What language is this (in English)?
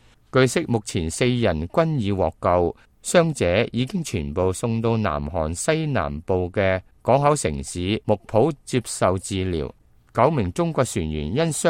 Cantonese